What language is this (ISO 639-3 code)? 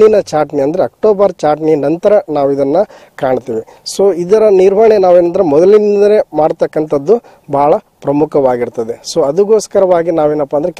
kan